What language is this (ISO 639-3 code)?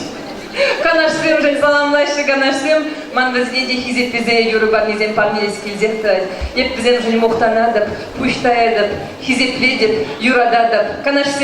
chv